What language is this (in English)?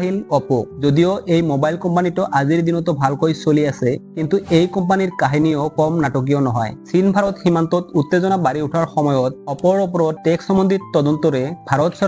Assamese